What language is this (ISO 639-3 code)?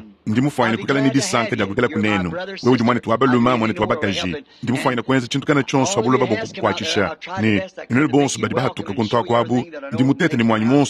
lua